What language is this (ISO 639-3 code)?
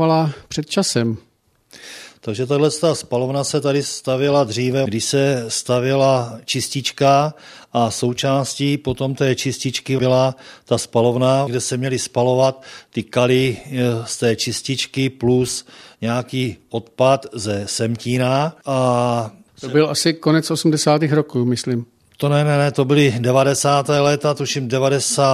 ces